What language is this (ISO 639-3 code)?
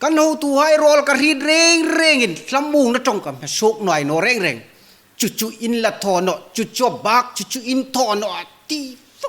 hmr